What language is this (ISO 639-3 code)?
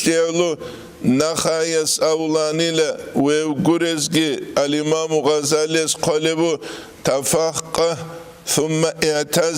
ava